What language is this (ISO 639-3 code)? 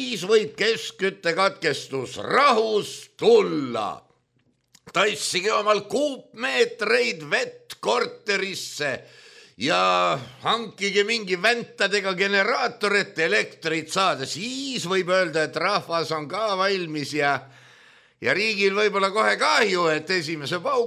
est